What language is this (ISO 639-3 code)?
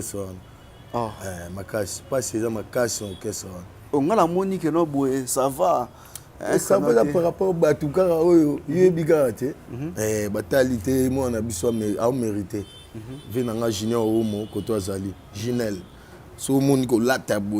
lin